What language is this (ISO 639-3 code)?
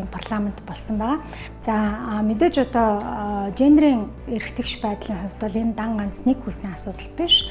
mon